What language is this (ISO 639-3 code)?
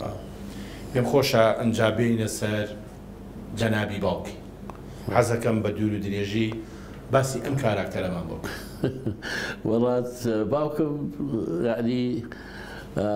ckb